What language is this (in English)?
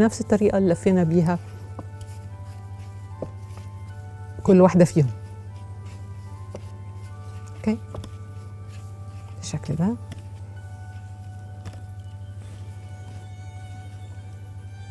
Egyptian Arabic